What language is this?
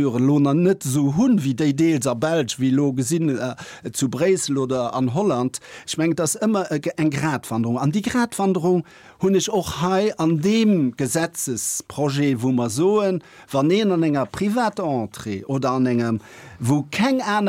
Luxembourgish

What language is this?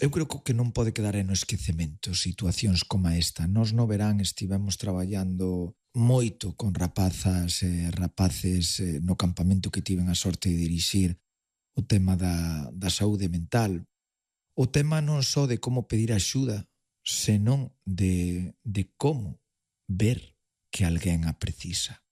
Galician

